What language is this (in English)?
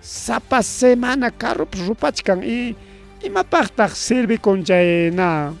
Ayacucho Quechua